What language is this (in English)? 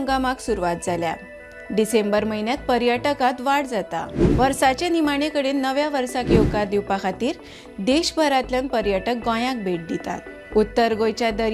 Konkani